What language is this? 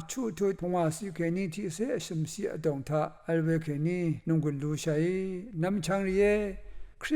Rawang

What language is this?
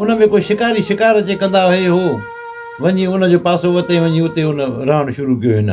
Sindhi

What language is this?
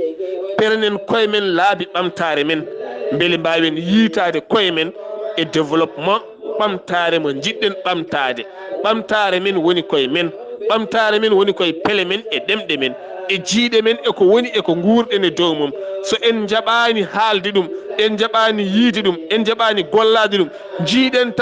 Fula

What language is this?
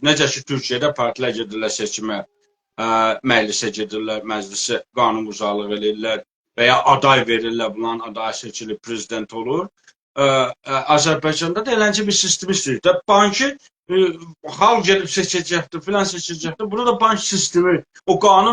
South Azerbaijani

